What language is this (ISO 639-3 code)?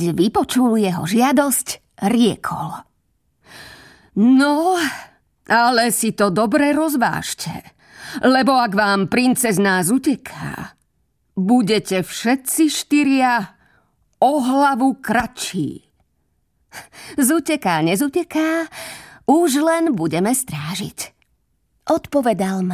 slk